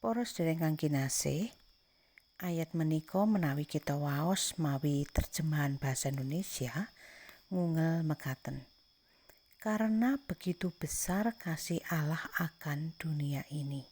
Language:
Javanese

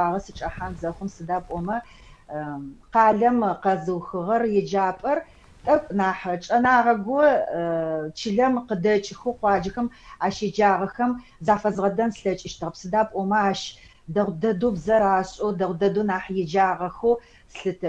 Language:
Adyghe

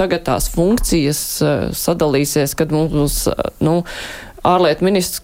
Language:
Latvian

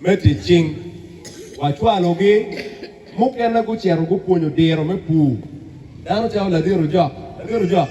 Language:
Acoli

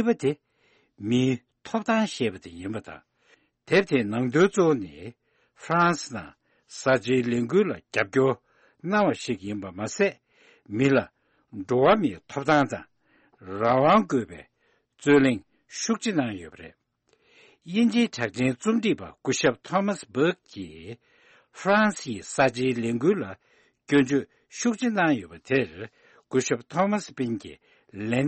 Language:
Tibetan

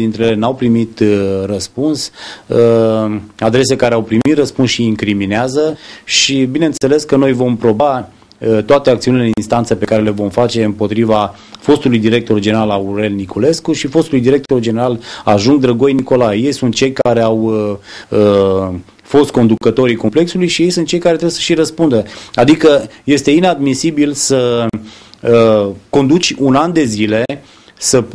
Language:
Romanian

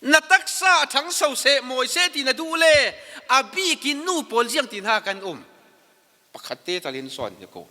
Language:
Falam Chin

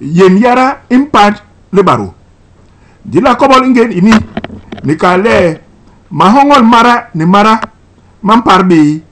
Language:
Basaa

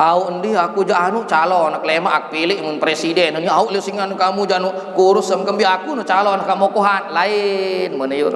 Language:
Sasak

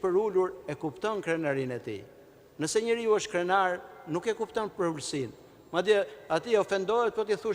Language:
Albanian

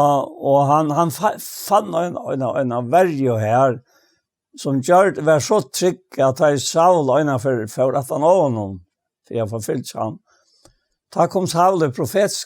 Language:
Faroese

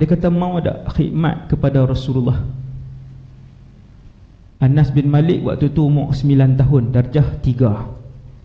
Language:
Malay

